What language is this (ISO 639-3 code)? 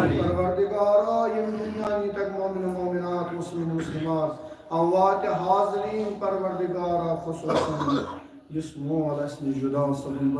kas